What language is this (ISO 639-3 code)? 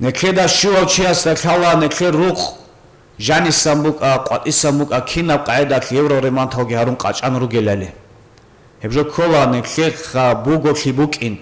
ava